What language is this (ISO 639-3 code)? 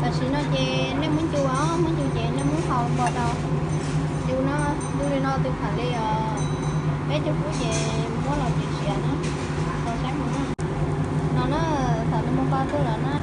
hmn